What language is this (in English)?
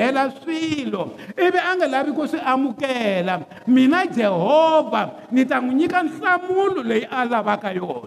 Tsonga